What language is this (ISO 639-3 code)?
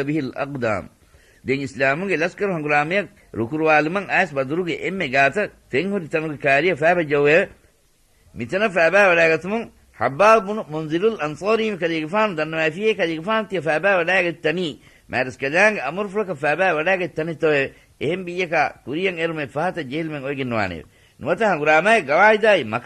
div